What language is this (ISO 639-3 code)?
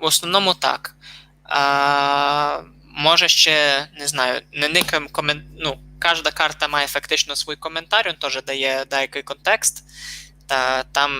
rue